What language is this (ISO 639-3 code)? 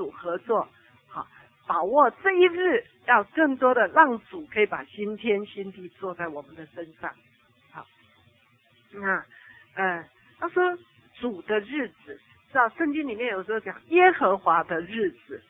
zho